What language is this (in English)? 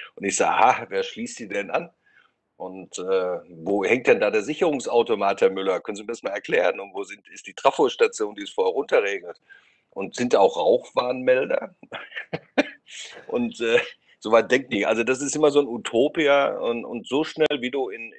German